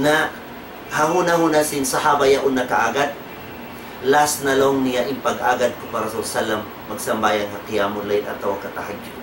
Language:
Tausug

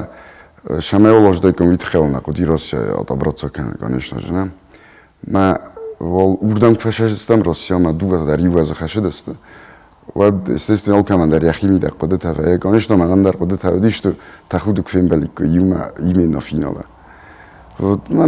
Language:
Ossetic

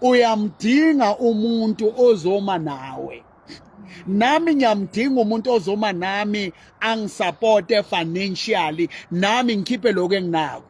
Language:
Southern Sotho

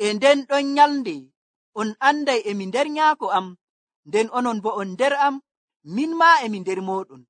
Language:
Nigerian Fulfulde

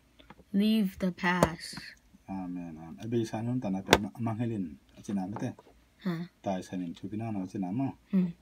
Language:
Tedim Chin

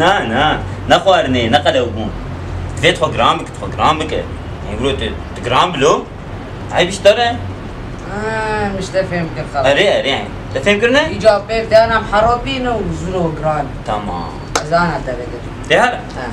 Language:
Kurdish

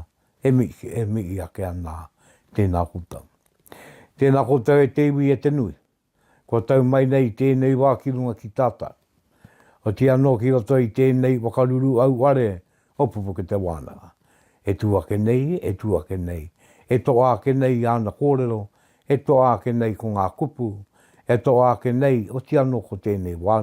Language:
Māori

